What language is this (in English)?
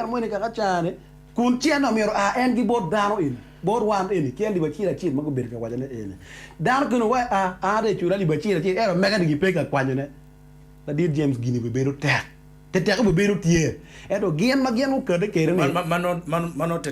Acoli